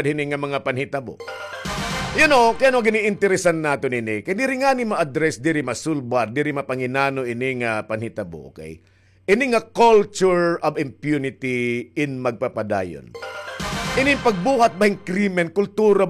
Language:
Waray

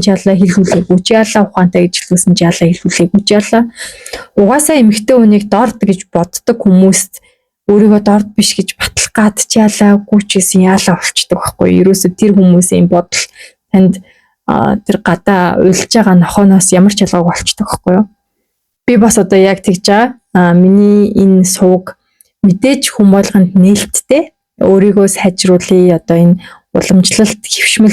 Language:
Mongolian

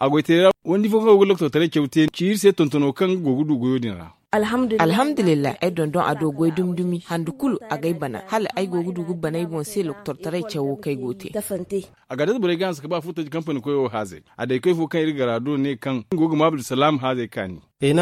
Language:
Zarma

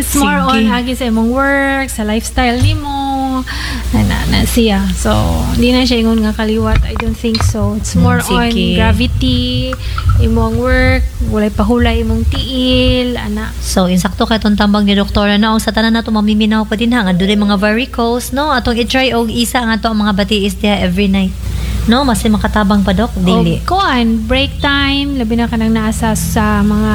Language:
Cebuano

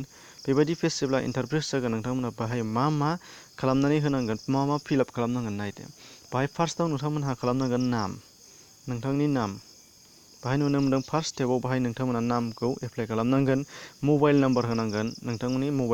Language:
Bodo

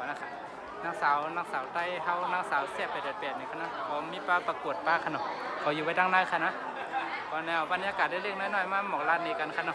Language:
Shan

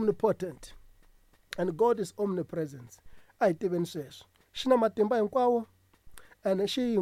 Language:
Tsonga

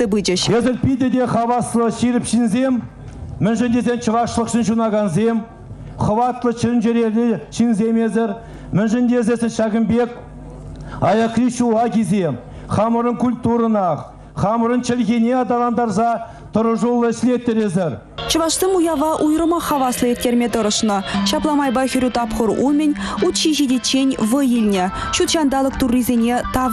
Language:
Chuvash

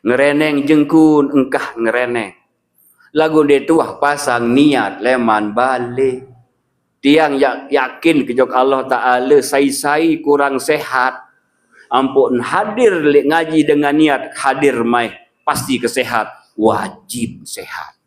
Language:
Sasak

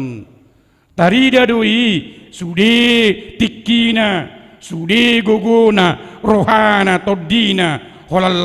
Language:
Batak Toba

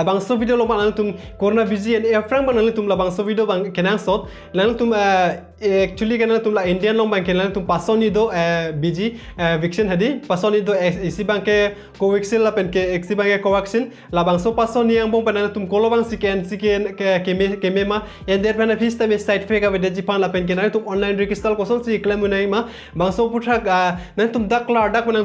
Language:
Karbi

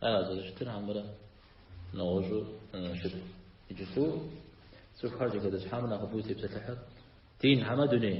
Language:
Kabardian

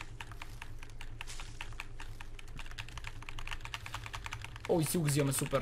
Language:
Bulgarian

